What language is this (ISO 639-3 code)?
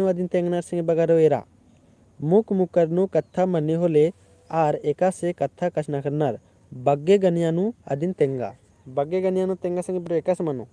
kru